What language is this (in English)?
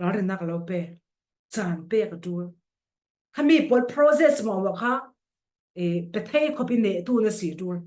Falam Chin